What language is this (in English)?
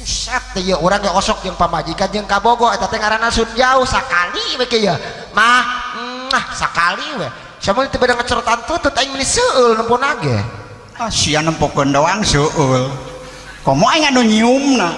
Sundanese